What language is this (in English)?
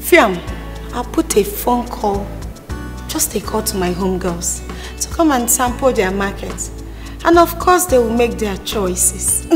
Nigerian Pidgin